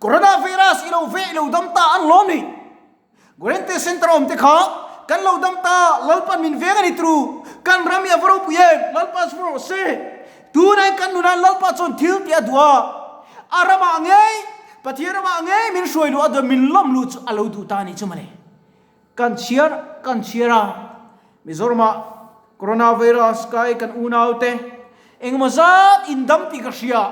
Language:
Mizo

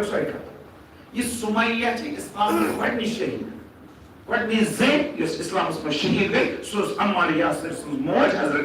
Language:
Kashmiri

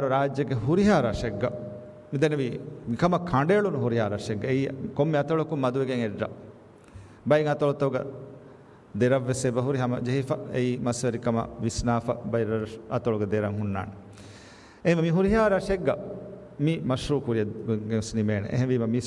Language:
Divehi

